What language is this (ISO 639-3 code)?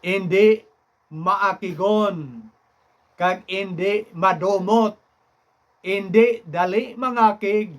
hil